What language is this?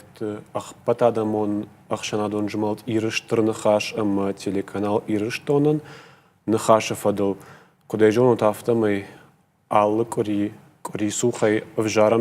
Ossetic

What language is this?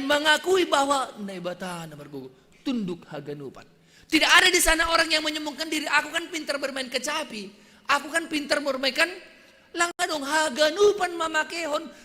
Batak Simalungun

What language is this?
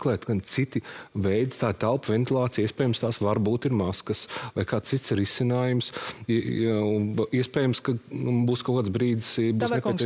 Latvian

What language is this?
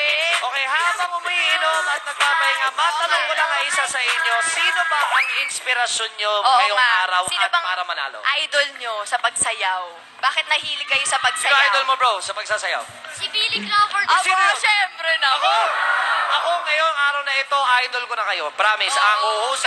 Filipino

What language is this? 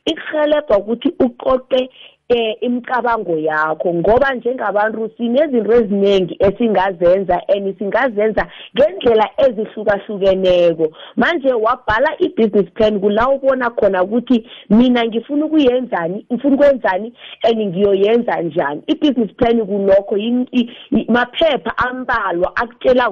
South Ndebele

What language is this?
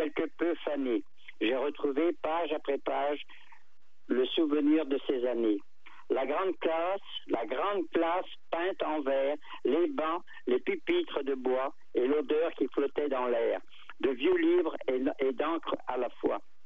French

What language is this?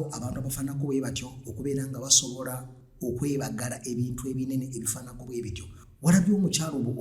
Ganda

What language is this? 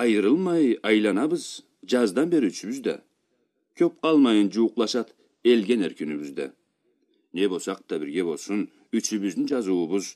Karachay-Balkar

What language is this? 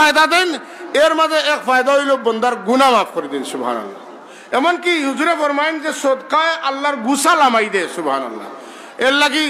Sylheti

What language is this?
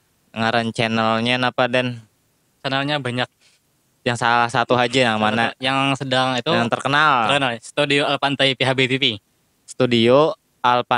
Banjar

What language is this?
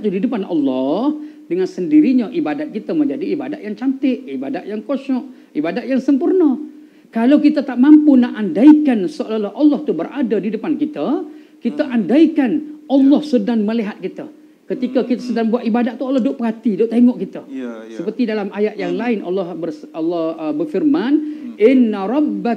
Malay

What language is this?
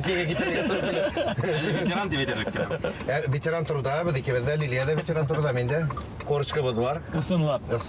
Bashkir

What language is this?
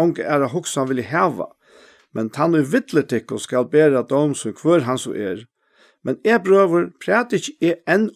Faroese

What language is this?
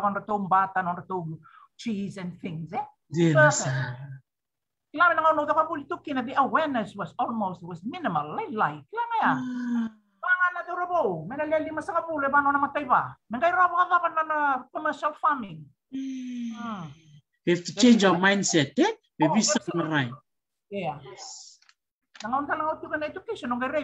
Fijian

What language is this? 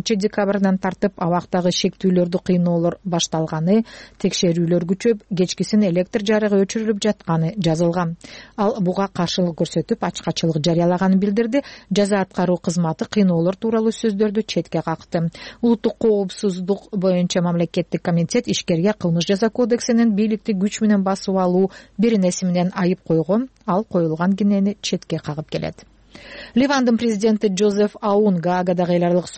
Kyrgyz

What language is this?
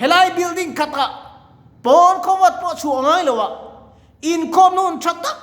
Mizo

